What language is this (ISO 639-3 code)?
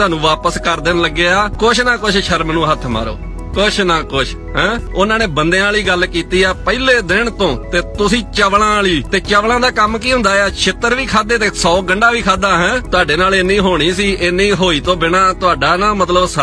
lah